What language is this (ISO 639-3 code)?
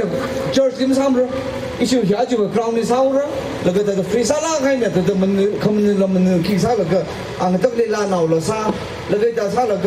nmf